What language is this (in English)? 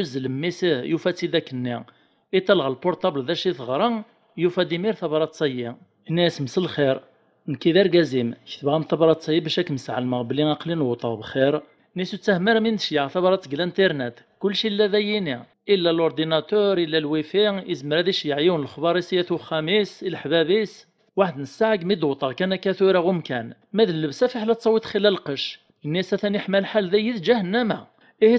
Kabyle